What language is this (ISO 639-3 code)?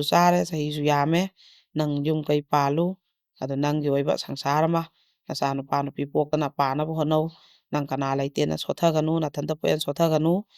mni